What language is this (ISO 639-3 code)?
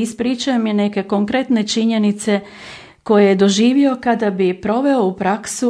hrv